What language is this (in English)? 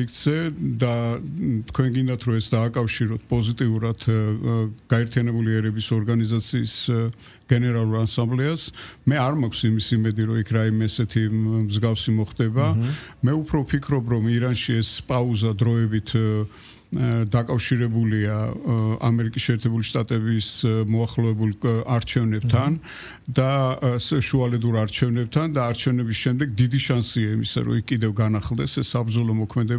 Georgian